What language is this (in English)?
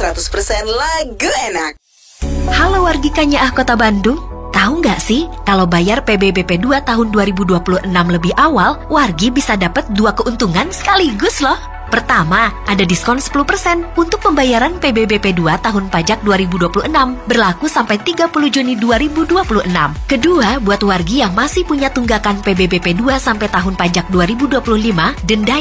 Indonesian